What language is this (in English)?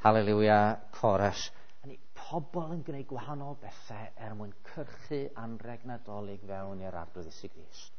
Welsh